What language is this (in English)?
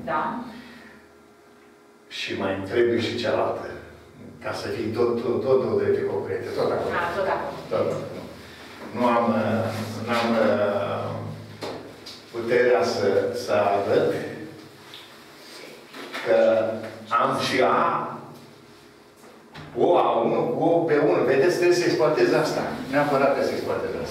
Romanian